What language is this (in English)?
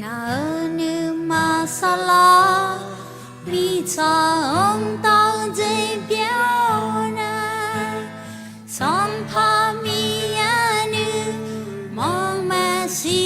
Akha